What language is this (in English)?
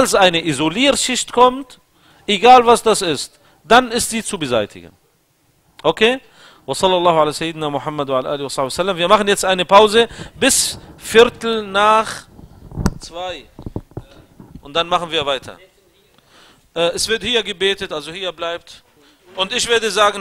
German